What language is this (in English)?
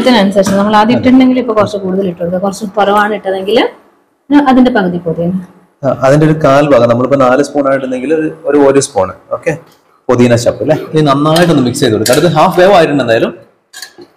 Malayalam